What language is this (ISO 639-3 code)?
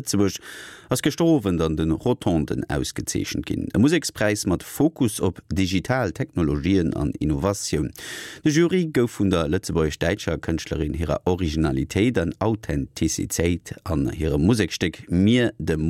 ltz